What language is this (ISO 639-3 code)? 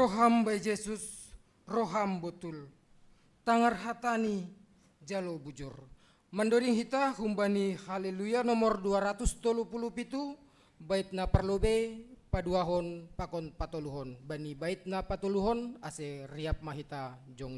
bts